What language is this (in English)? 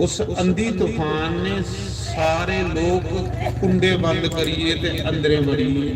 Dogri